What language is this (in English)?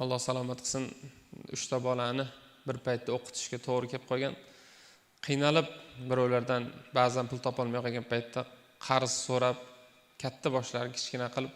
Uzbek